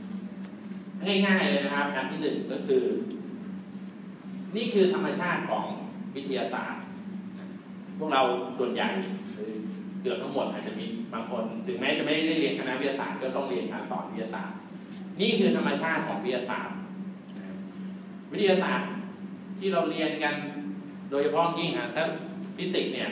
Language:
Thai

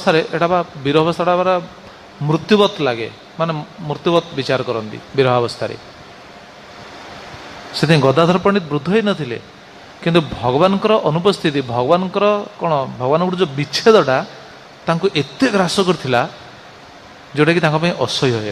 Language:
Odia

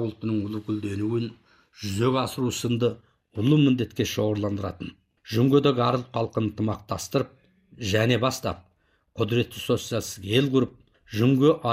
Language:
Kazakh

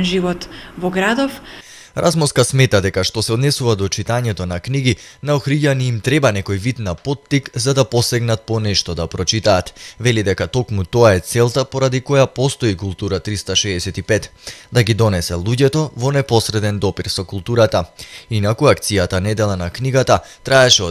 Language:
Macedonian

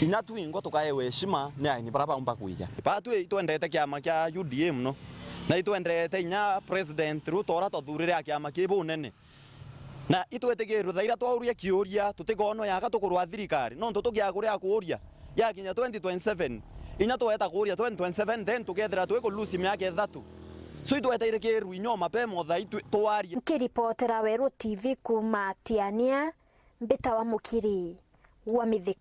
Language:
Meru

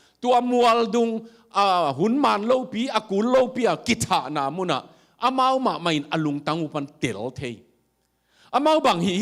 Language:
Tedim Chin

